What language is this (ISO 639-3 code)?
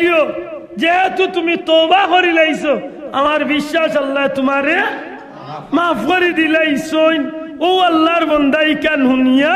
syl